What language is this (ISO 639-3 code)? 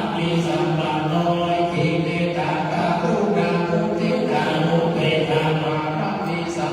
pli